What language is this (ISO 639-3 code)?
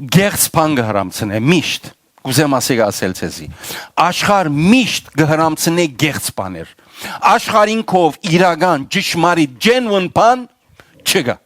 hyw